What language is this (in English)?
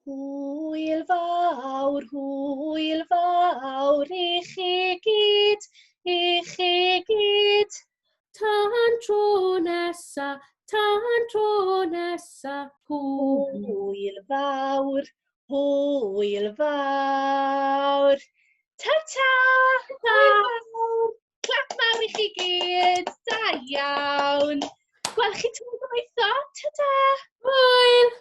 Welsh